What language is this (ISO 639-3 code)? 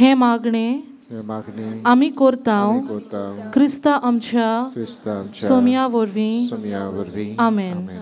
kok